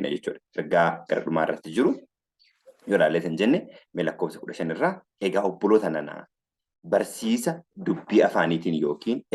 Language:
Oromo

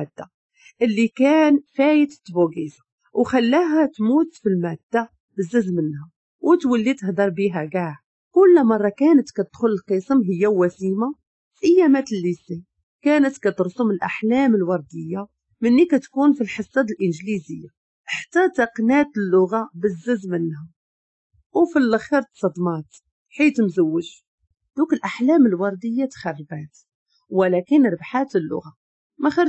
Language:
Moroccan Arabic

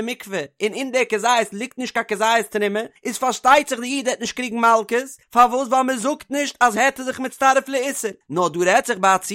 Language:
Yiddish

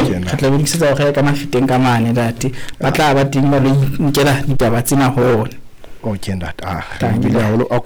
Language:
Southern Sotho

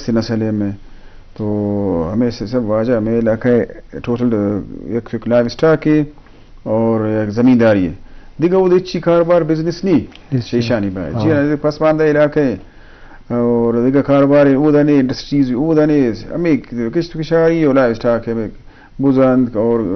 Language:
Eastern Balochi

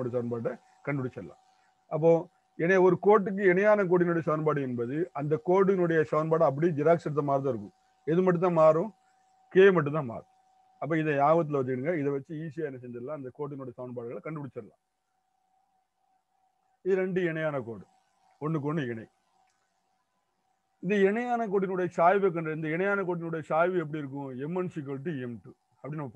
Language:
Tamil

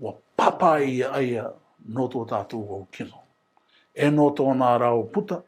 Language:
Rarotongan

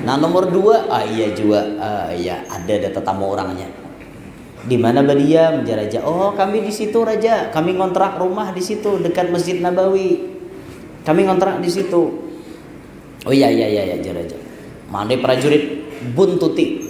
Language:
Banjar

